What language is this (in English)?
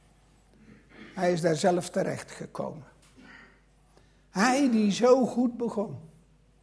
Dutch